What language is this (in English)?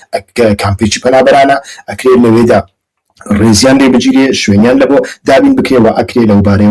Central Kurdish